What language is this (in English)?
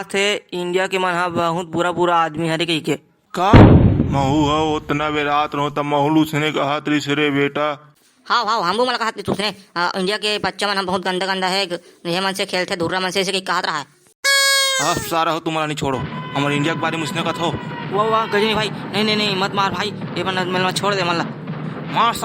Chhattisgarhi